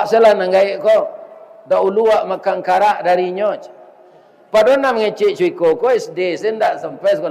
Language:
Minangkabau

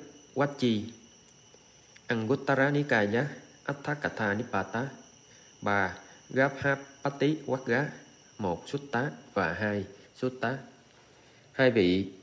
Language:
Vietnamese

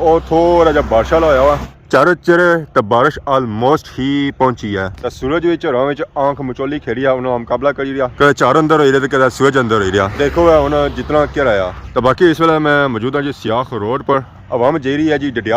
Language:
Pahari-Potwari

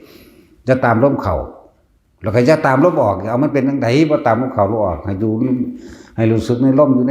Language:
Northeastern Thai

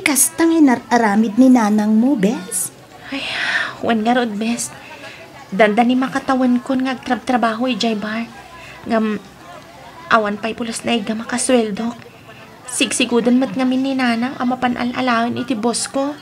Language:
Iloko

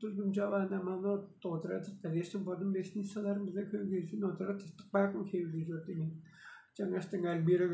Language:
Tuvinian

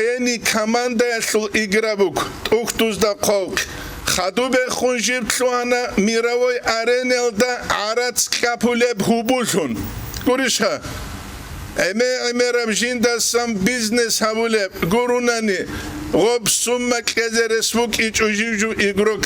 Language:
Avaric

